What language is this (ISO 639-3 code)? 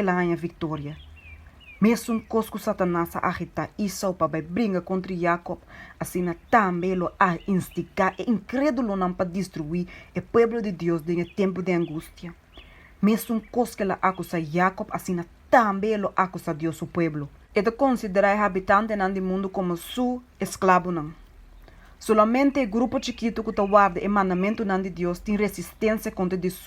pap